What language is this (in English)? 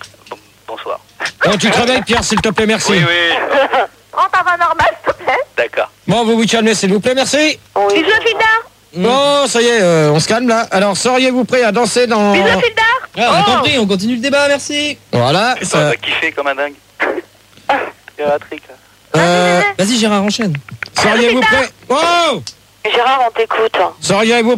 French